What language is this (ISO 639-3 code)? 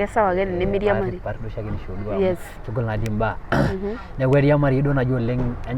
mas